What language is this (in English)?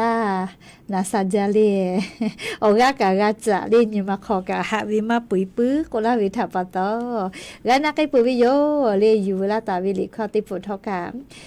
Lahu